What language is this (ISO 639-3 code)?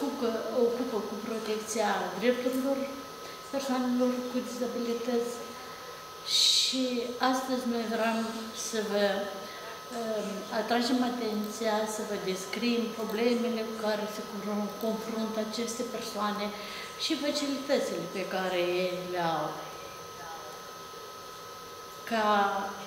ron